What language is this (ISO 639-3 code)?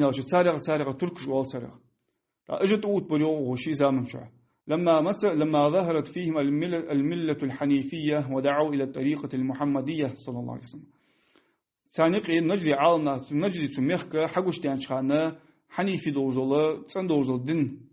inh